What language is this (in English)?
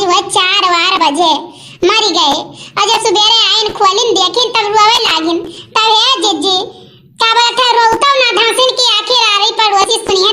Awadhi